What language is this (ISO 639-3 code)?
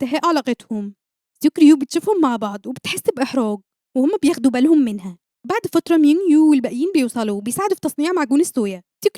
arz